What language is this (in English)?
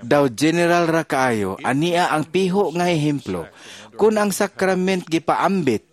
Cebuano